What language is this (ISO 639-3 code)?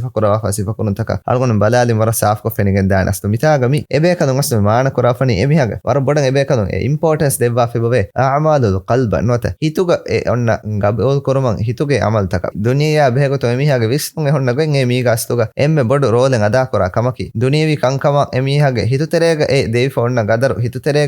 div